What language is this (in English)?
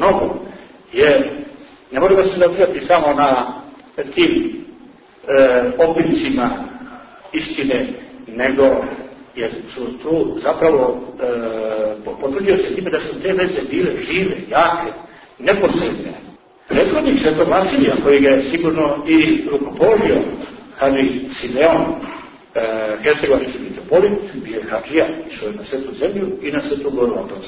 Serbian